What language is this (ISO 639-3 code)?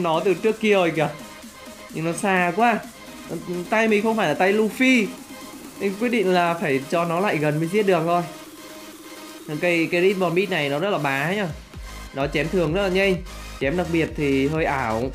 vie